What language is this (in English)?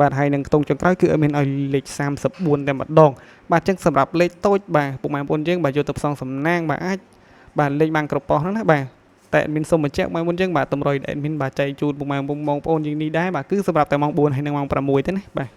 Khmer